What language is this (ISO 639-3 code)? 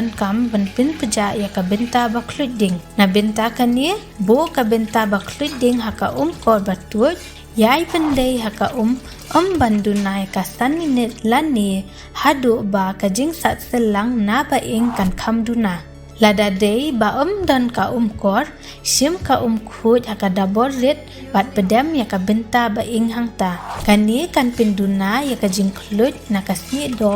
kha